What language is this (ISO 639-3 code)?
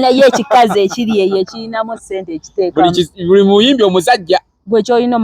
lug